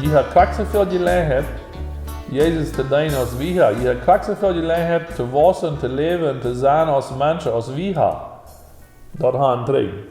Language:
Plautdietsch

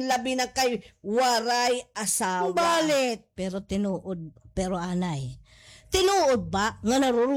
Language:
Waray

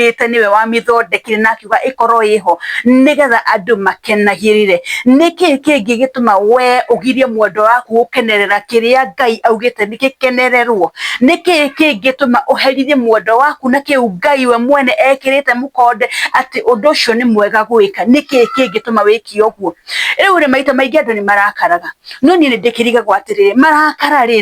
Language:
Kikuyu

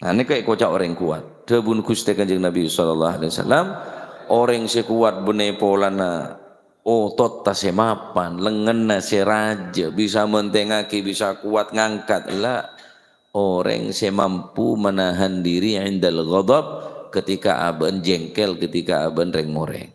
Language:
Madurese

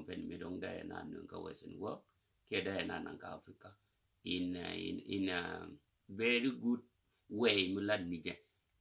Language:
Nuer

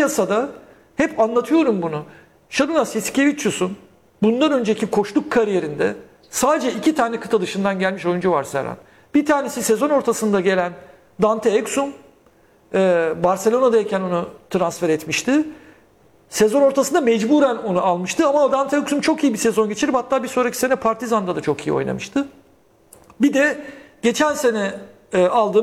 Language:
Turkish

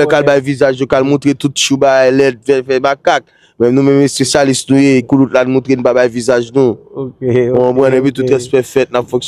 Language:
Haitian Creole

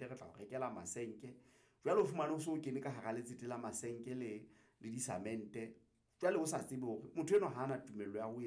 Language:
Southern Sotho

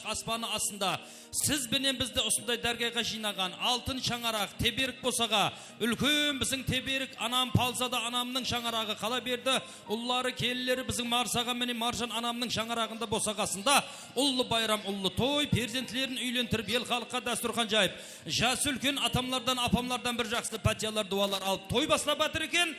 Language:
Kara-Kalpak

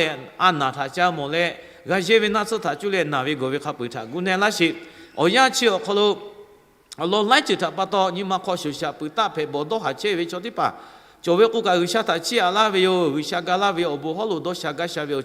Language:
Lahu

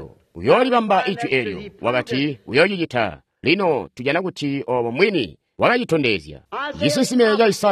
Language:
Tonga (Zambia)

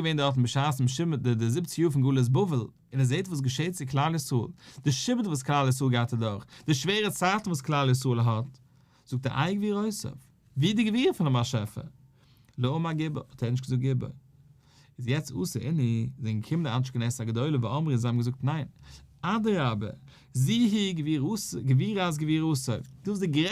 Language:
Yiddish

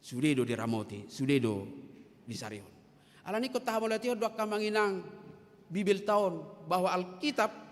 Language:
Batak Toba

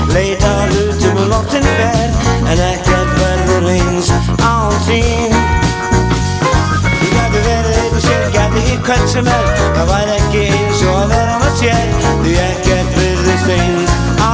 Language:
Icelandic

